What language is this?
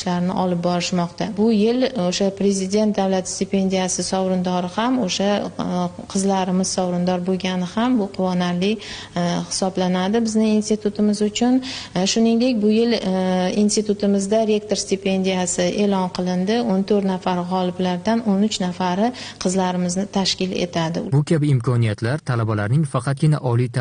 Uzbek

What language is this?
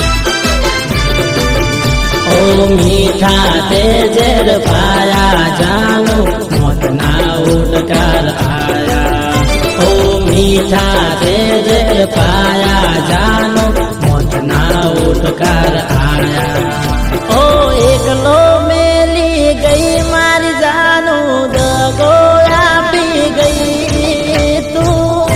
Gujarati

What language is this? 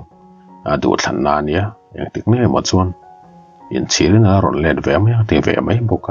Mizo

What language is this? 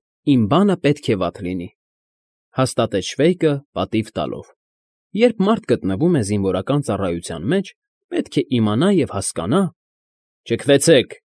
Armenian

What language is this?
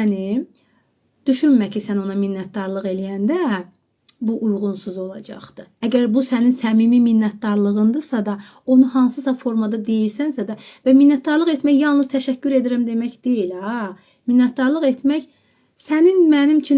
Azerbaijani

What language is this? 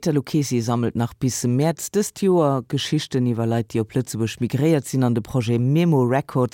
Luxembourgish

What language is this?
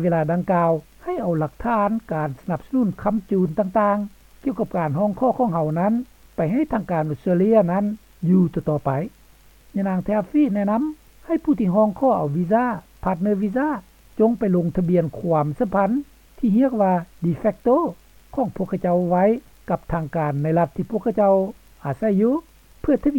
Lao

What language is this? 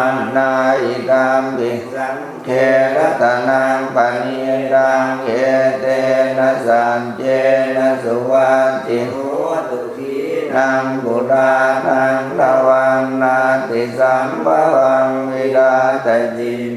Pali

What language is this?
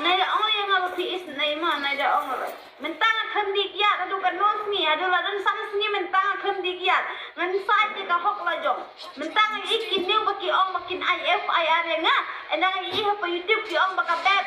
Khasi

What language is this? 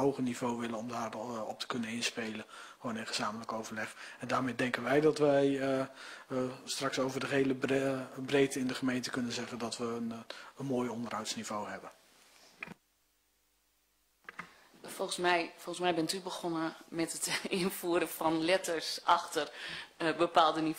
Dutch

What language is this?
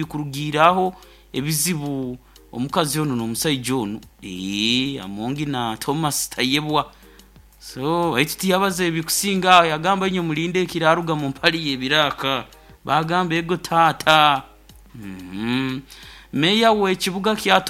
Nyoro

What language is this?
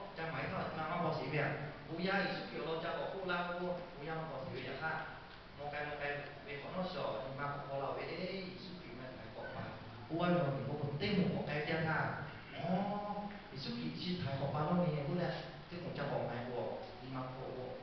Lahu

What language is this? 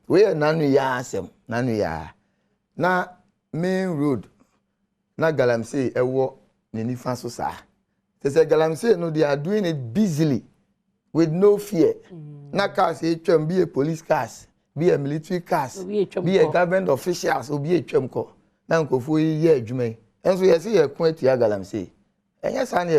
Akan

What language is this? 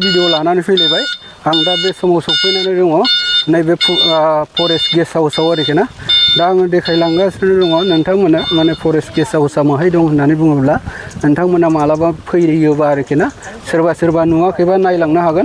Bodo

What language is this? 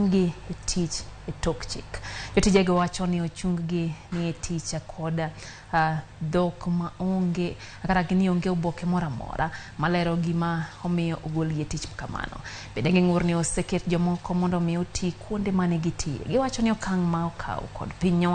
Luo (Kenya and Tanzania)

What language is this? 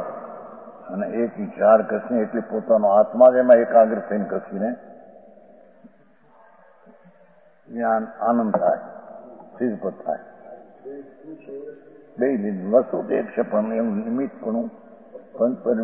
Gujarati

